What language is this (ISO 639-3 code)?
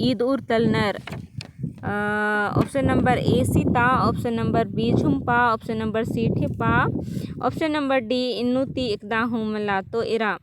kru